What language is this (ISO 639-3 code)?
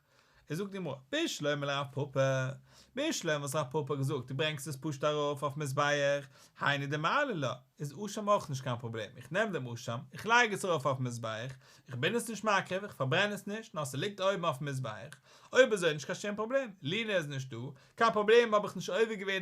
yid